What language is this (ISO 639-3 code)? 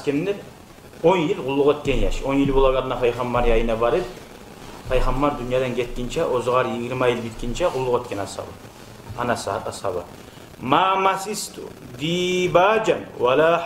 kum